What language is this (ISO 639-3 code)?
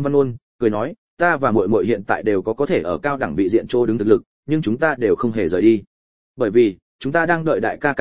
vie